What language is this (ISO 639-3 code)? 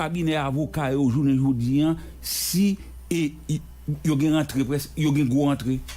hat